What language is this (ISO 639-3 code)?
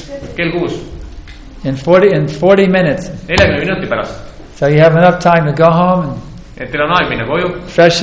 est